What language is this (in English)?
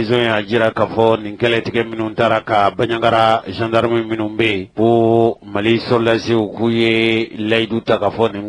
Bambara